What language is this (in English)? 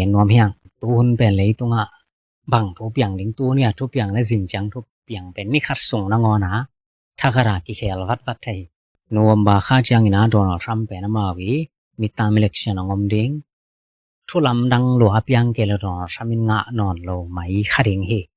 Tedim Chin